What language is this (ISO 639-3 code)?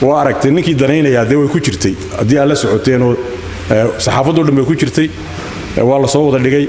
som